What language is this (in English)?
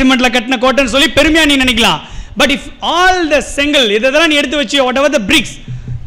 Tamil